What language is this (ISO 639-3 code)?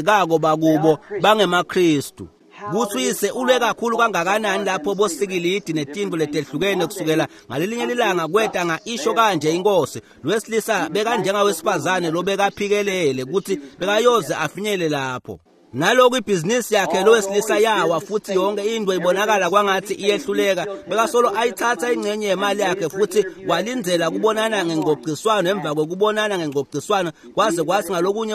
ssw